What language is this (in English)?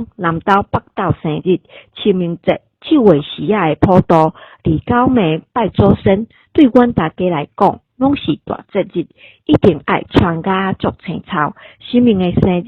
Min Nan Chinese